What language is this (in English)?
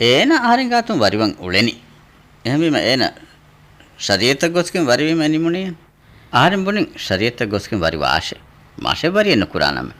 Divehi